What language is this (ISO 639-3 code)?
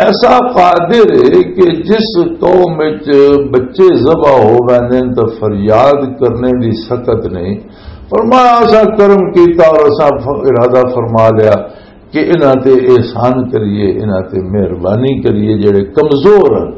lah